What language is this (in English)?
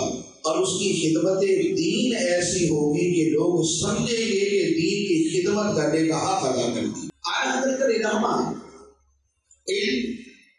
Urdu